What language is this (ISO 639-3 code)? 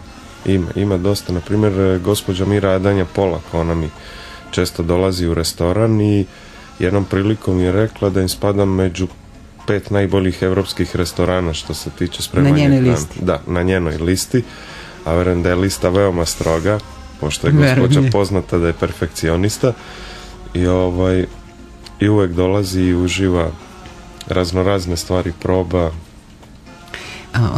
srp